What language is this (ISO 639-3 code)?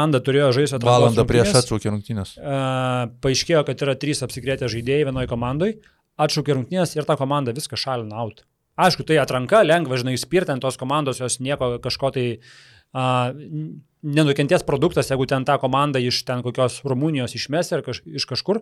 lit